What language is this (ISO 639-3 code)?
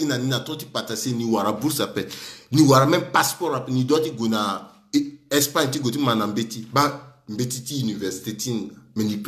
sag